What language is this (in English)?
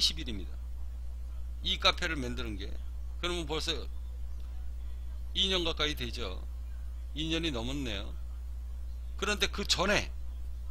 Korean